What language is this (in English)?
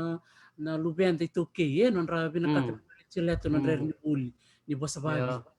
Fijian